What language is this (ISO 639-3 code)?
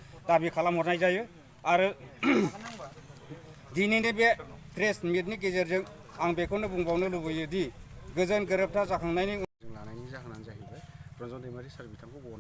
brx